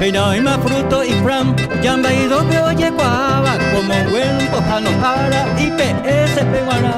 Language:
Guarani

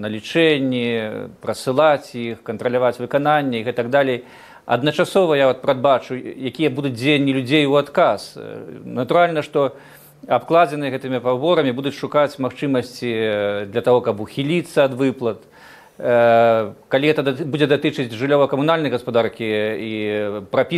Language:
Belarusian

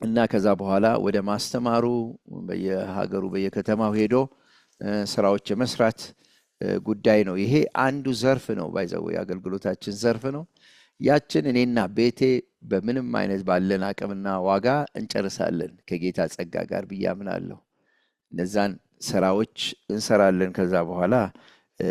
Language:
Amharic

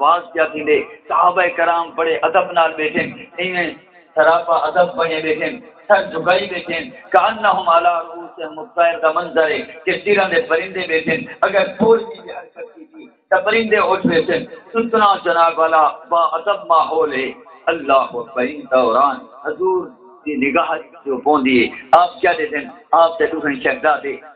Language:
Saraiki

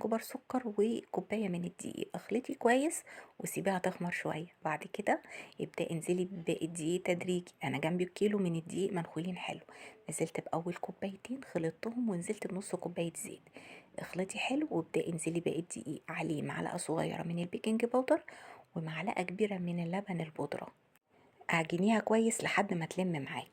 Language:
Egyptian Arabic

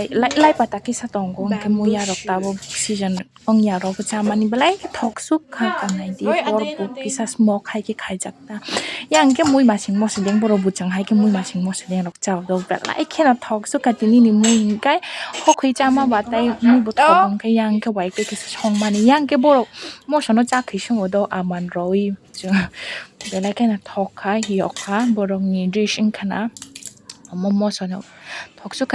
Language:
Kok Borok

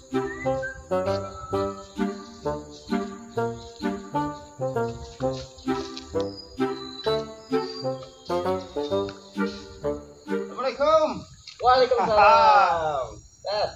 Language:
Banjar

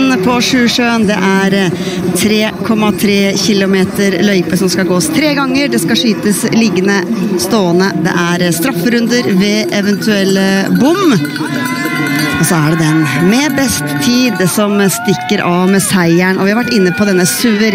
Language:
Norwegian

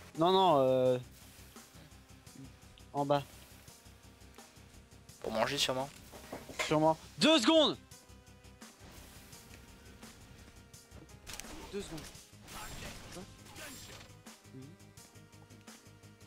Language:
French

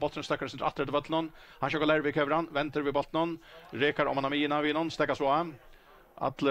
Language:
Faroese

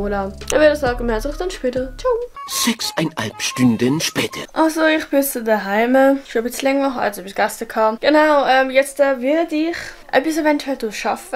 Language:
Swiss German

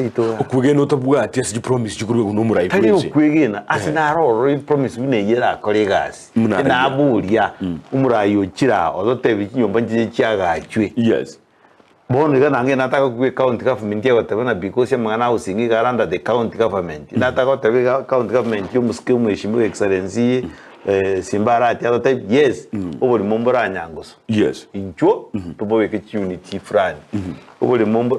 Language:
Gusii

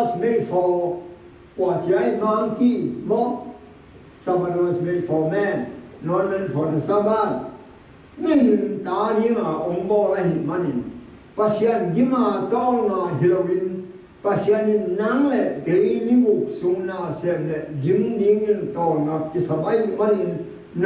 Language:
Tedim Chin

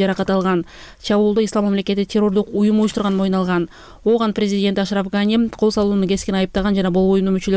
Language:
Kyrgyz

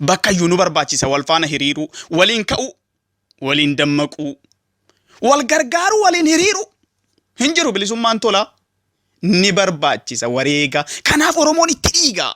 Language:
Oromo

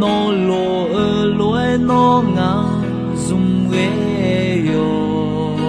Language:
Akha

